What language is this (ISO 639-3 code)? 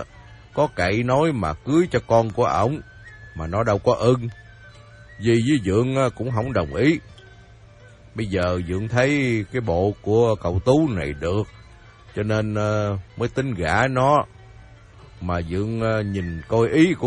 vie